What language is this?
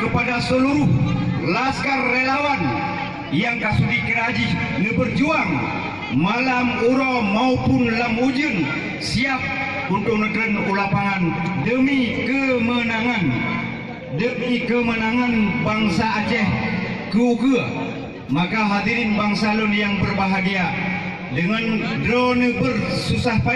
Achinese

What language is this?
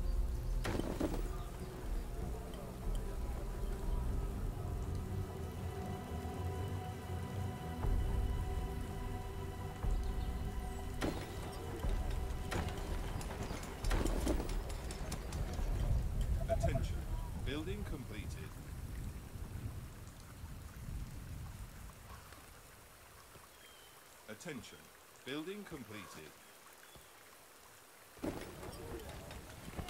English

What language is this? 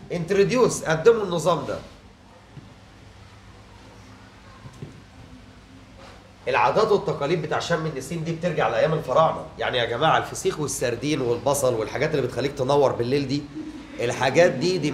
Egyptian Arabic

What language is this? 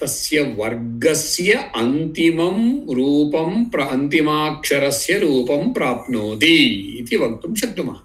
Sanskrit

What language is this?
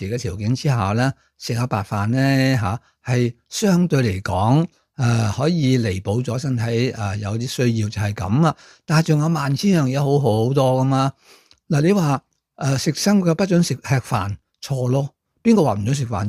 Cantonese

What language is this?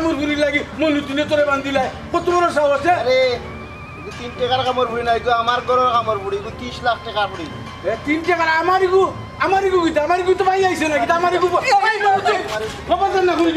Sylheti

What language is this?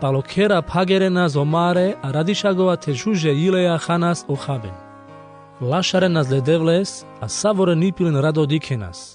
Carpathian Romani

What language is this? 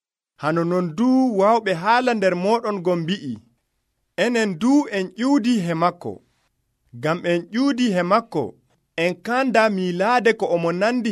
Nigerian Fulfulde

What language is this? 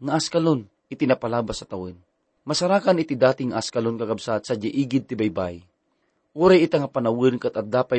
Iloko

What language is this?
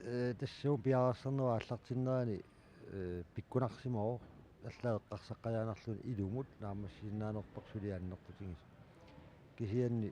Kalaallisut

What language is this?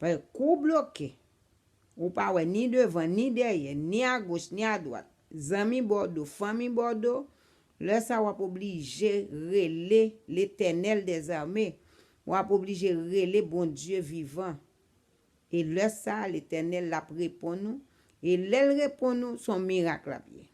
Haitian Creole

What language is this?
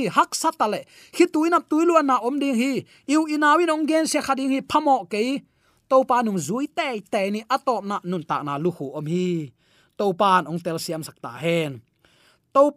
Tedim Chin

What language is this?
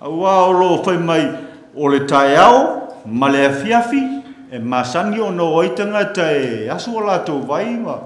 Samoan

